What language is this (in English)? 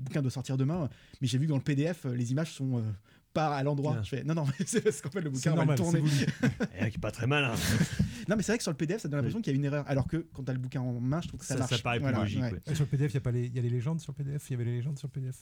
French